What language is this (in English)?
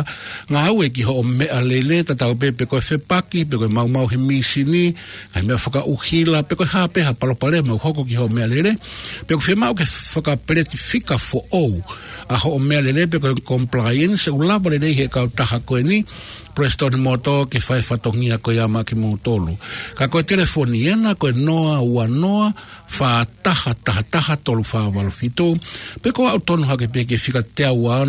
Tongan